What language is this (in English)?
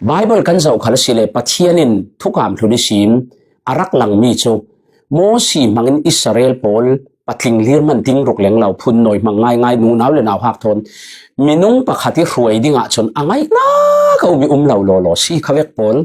Falam Chin